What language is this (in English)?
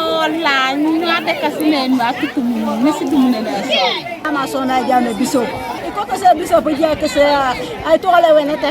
Teso